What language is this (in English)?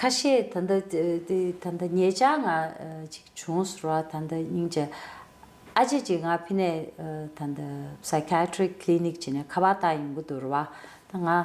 Tibetan